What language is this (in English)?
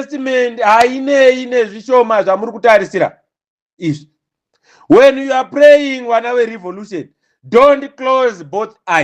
Shona